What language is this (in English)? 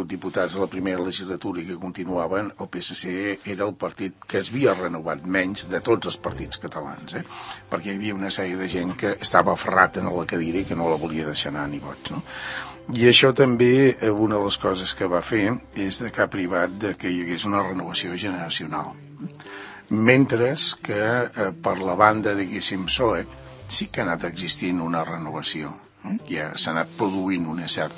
Catalan